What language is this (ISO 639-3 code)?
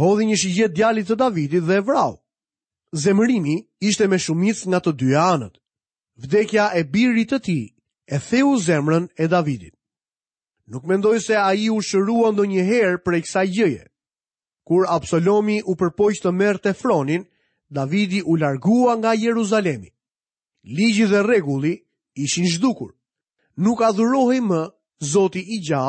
sqi